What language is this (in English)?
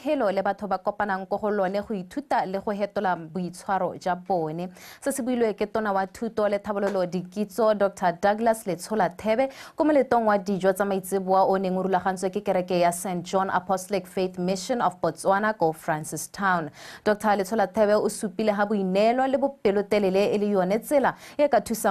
Tswana